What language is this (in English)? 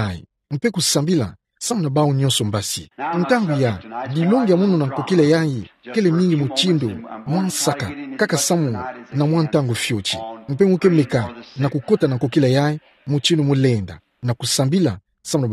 Kituba (Democratic Republic of Congo)